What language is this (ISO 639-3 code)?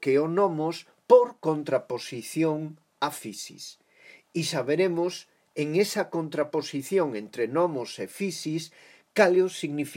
glg